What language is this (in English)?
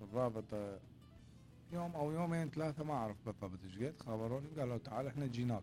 Mesopotamian Arabic